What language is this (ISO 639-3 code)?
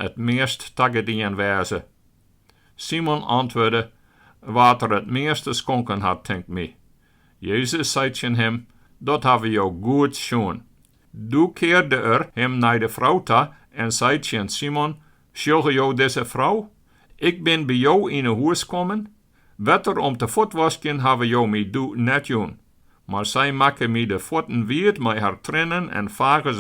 fry